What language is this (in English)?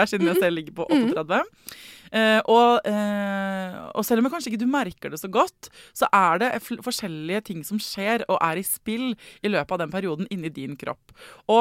Norwegian